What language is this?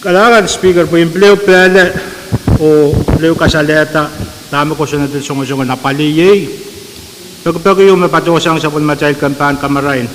Pohnpeian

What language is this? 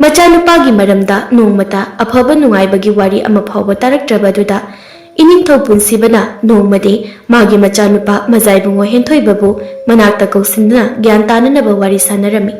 Manipuri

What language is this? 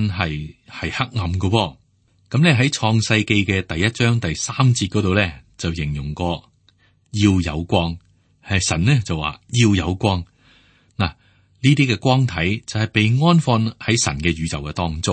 Cantonese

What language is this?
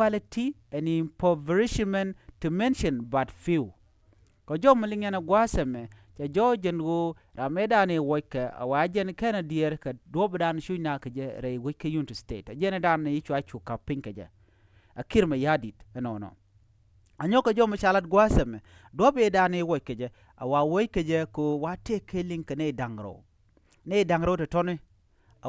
Nuer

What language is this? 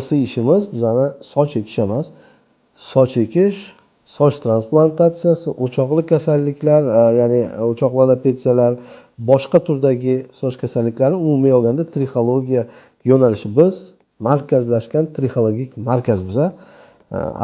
Uzbek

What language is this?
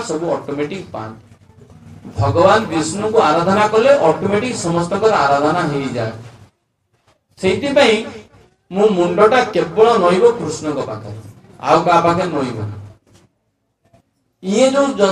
Odia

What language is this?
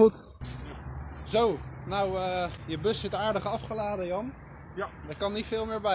Dutch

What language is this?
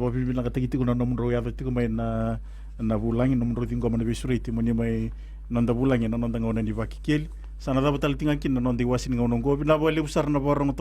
Fijian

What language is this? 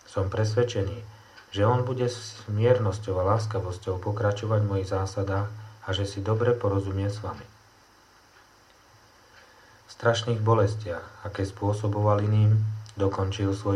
Slovak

